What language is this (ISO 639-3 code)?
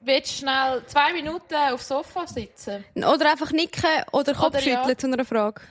gsw